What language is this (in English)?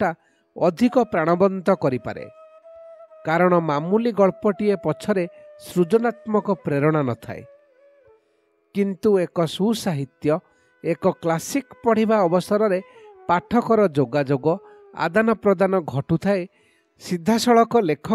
Odia